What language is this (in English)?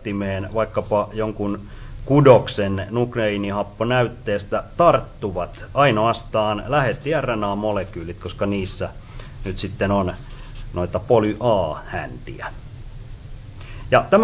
Finnish